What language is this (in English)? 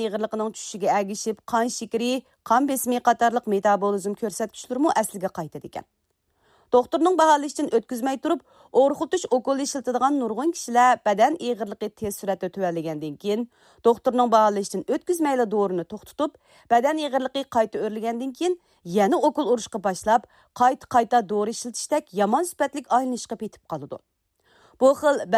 Uyghur